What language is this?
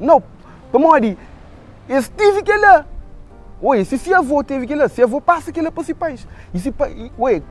Kabuverdianu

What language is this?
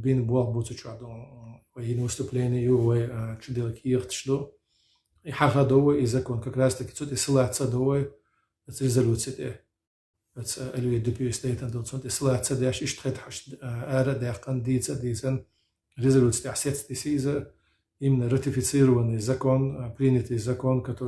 Chechen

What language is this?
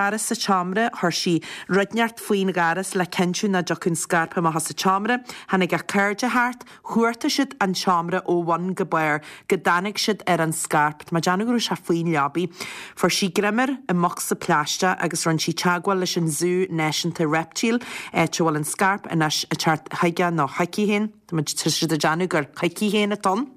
Irish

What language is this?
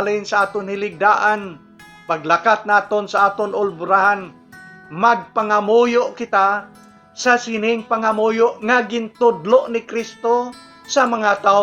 Hiligaynon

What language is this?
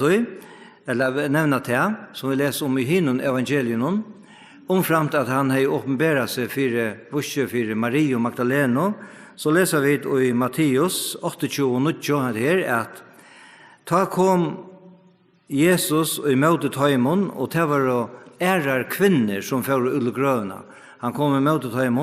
Faroese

